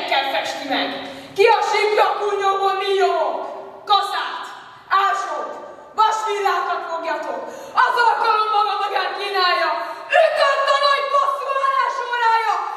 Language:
Hungarian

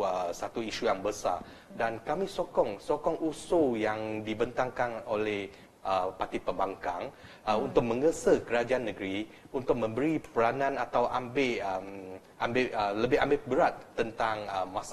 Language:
Malay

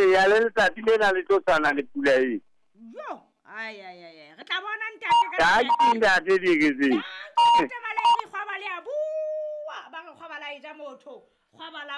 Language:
Southern Sotho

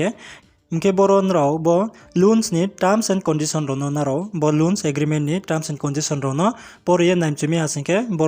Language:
Riang (India)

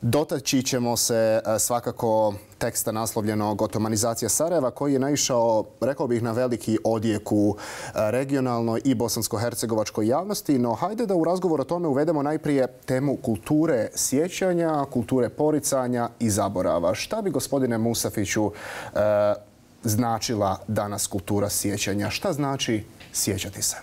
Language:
Bosnian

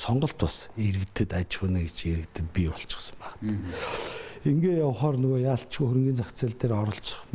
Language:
Mongolian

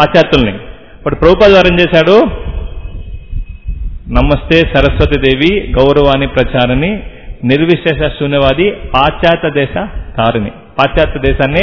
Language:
Telugu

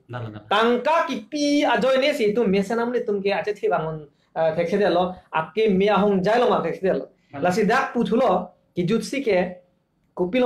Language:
Karbi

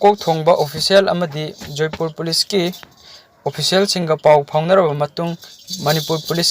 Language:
Manipuri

